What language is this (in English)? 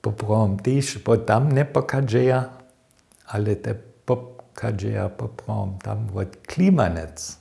Upper Sorbian